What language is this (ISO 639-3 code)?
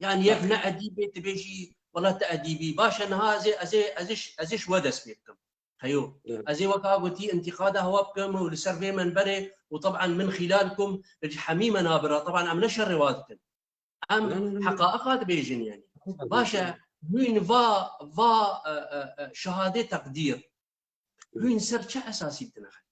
kur